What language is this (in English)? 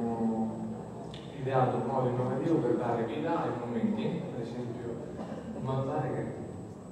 Italian